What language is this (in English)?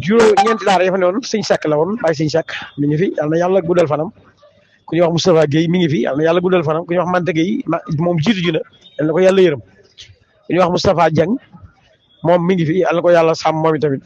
Wolof